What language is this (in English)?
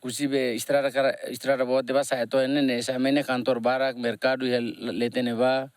Tetum